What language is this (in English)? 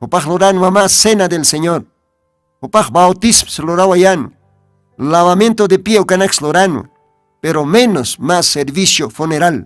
Aymara